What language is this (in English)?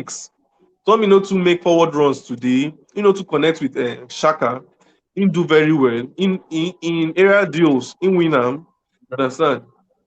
Nigerian Pidgin